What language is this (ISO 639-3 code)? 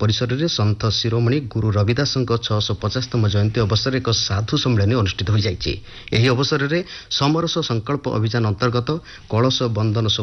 ori